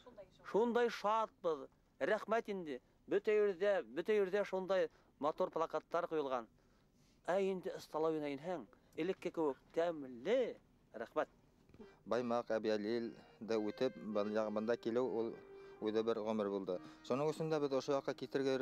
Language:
Bashkir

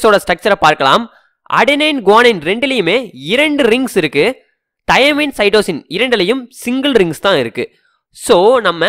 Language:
Tamil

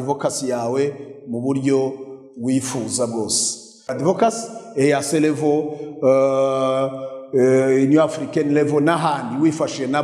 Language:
Kinyarwanda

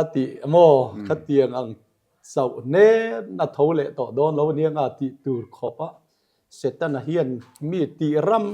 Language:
Mizo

